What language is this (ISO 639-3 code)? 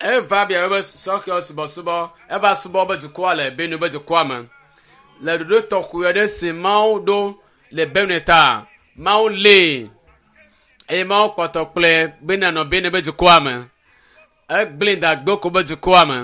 ewe